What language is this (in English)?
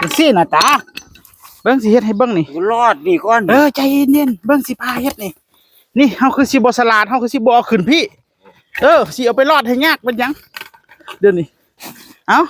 Northeastern Thai